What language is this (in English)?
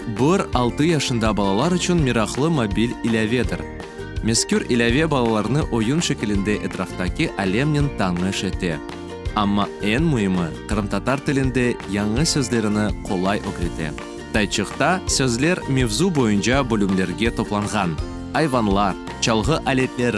Crimean Tatar